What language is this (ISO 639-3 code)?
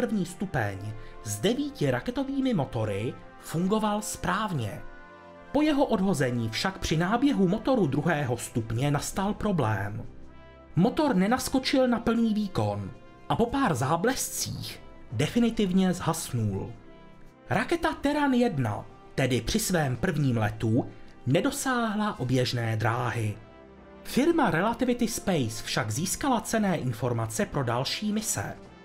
ces